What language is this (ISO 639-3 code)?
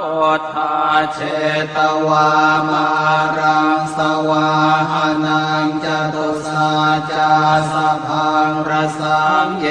pli